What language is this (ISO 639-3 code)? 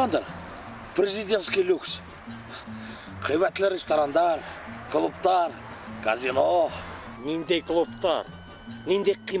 bak